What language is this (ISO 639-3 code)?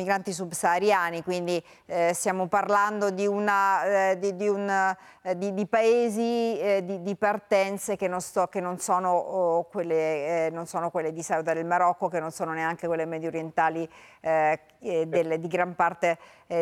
ita